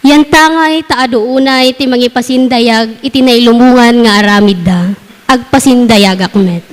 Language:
Iloko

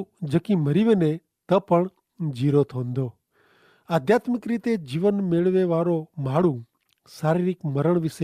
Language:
Kachhi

